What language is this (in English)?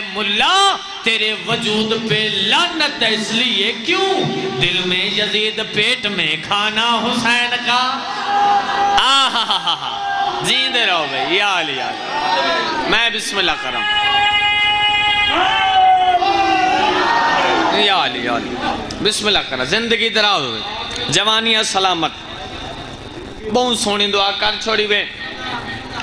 Urdu